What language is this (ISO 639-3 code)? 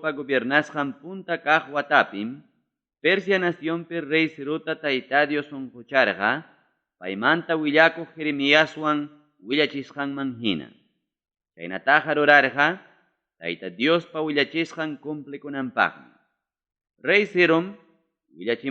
quy